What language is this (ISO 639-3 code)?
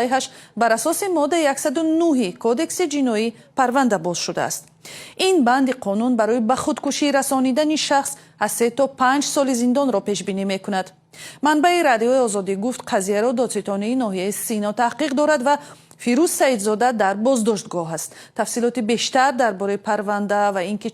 tgk